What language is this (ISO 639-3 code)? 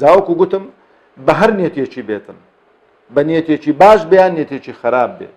ckb